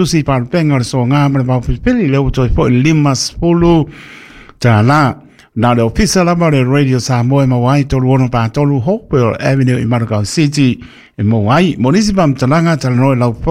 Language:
Samoan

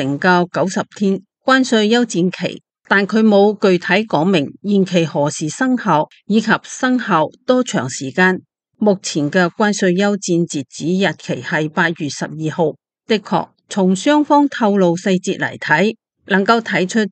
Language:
Cantonese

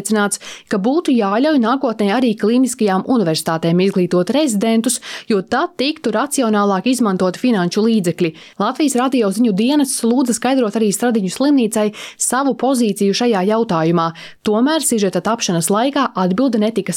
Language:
Latvian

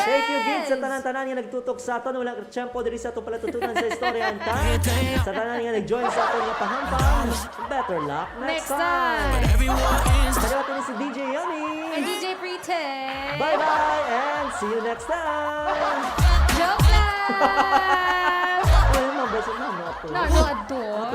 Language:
Hiligaynon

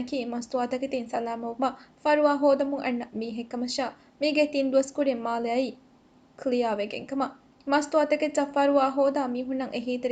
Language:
Divehi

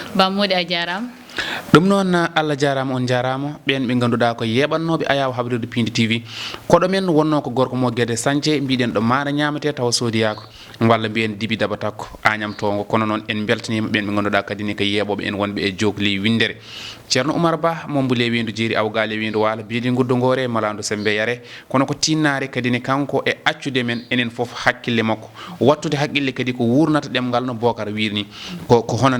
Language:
Fula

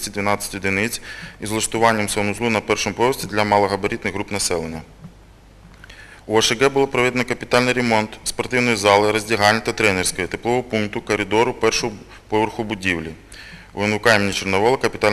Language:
Ukrainian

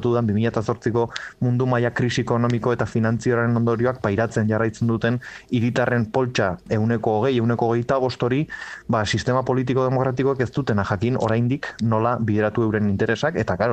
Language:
Basque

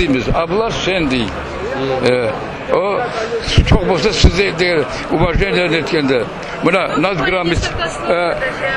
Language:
Crimean Tatar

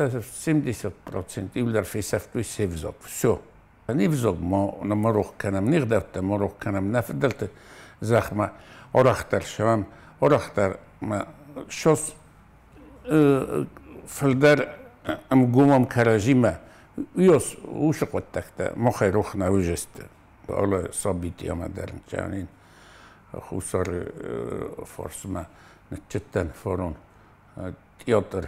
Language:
Ossetic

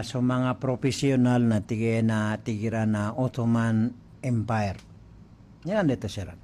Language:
Maranao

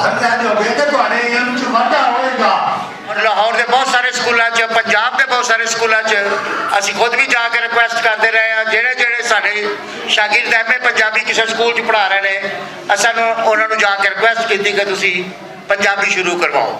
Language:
Western Panjabi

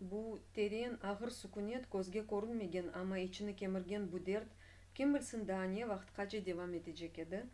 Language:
Crimean Tatar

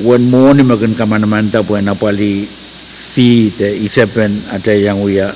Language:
Pohnpeian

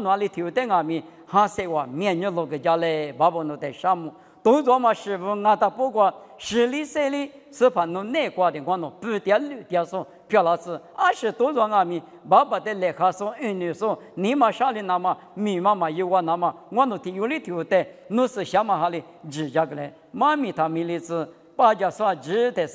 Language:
Lisu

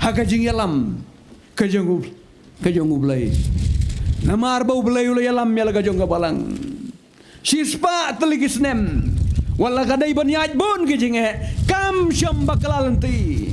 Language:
Khasi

